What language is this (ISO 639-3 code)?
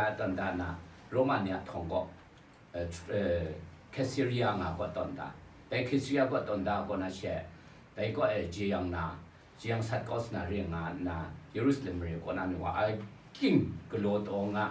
kac